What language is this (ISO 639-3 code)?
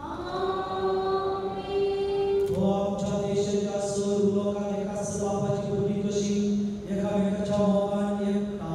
kok